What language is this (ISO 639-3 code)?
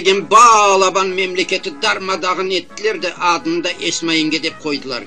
crh